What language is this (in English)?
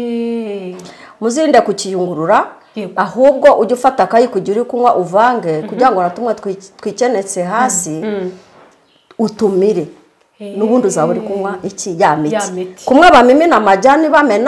Kinyarwanda